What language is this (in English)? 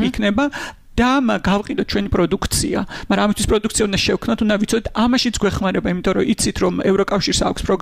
Georgian